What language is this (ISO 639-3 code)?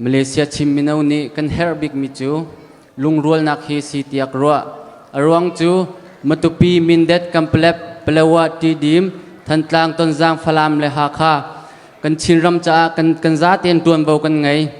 cnh